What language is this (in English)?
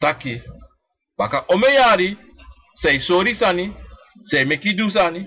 Sranan Tongo